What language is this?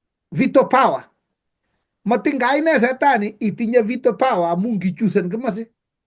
Kalenjin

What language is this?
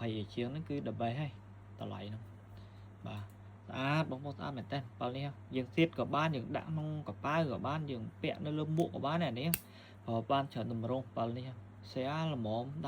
Khmer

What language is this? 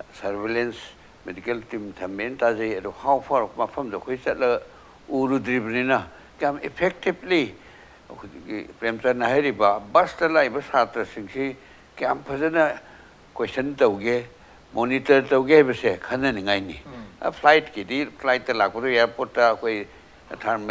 Manipuri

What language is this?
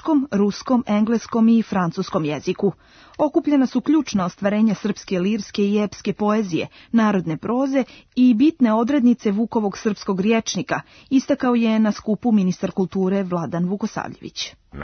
Serbian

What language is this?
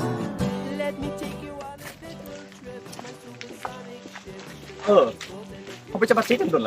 Lao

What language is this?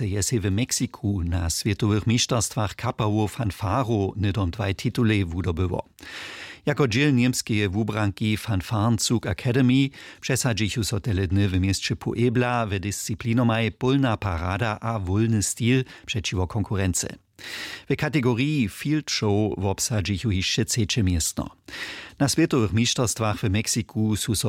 Upper Sorbian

